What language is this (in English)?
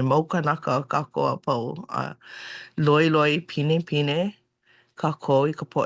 Hawaiian